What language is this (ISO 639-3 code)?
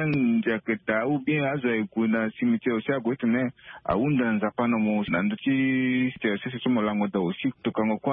sag